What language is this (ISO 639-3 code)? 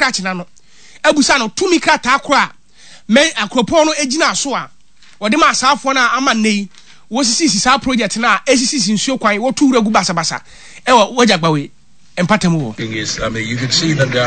aka